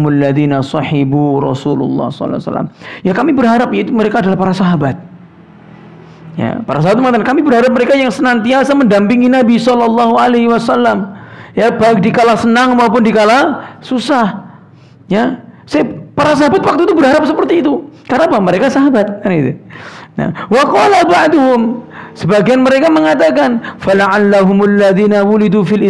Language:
Indonesian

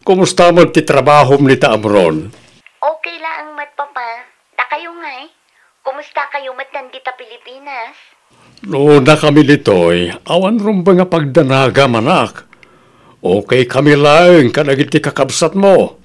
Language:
Iloko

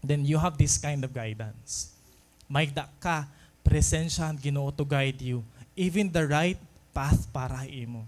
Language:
Waray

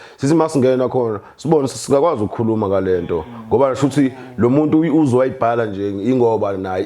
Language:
Zulu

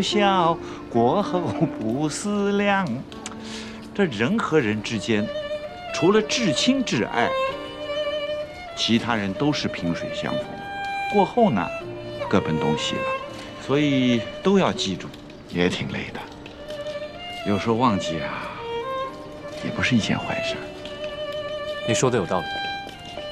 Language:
Chinese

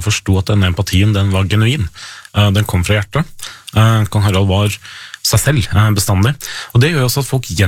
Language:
Norwegian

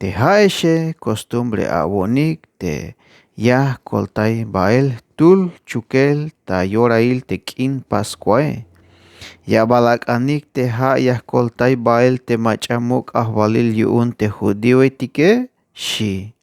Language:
Tzeltal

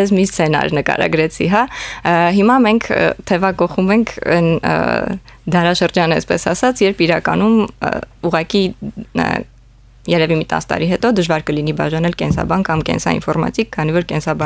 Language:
Armenian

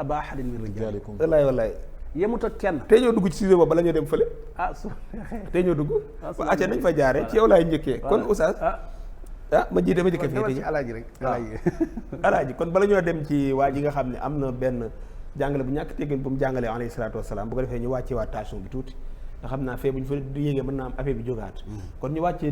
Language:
Wolof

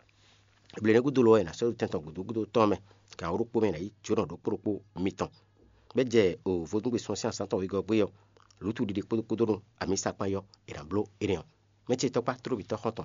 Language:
Fon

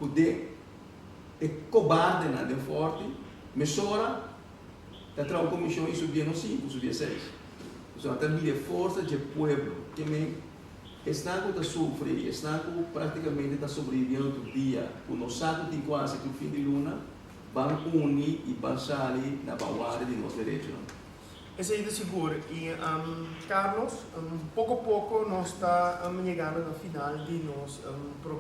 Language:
Papiamento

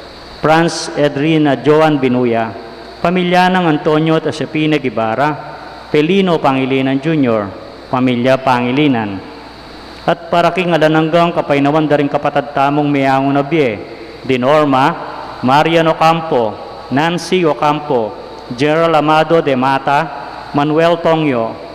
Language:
Pampanga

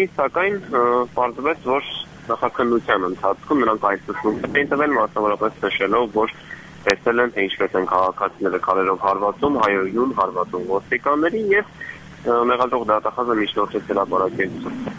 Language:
Armenian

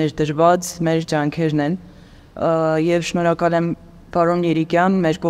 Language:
Armenian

